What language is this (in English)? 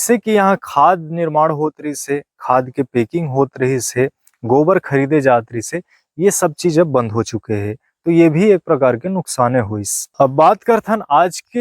Chhattisgarhi